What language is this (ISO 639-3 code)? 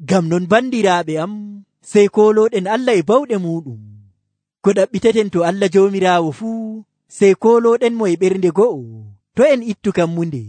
fuv